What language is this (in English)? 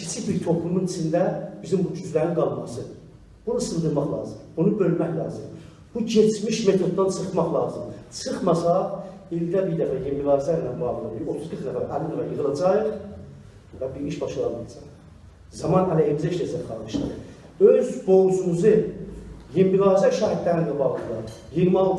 South Azerbaijani